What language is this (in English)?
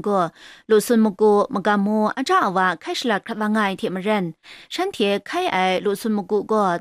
Kachin